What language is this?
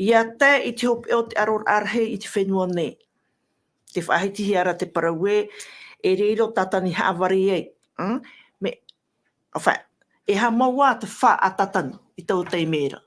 Tahitian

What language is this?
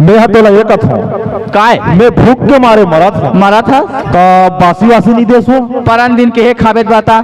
Chhattisgarhi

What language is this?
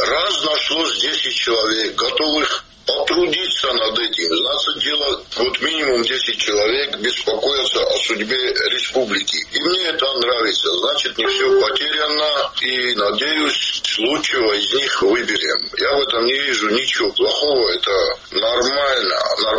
Russian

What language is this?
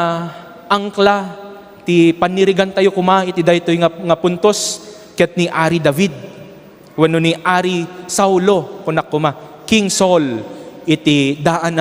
Iloko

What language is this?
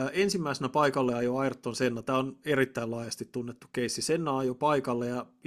Finnish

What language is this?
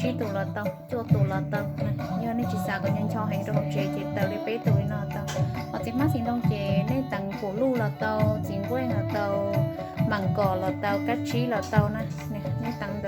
Hmong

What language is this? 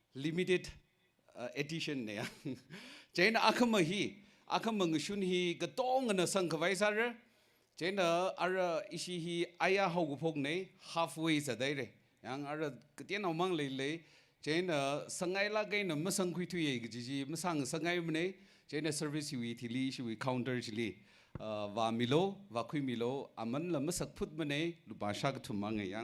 Tangkhul Naga (India)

